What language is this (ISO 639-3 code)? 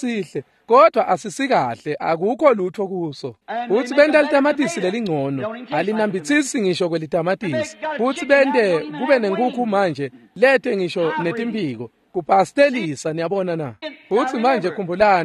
ssw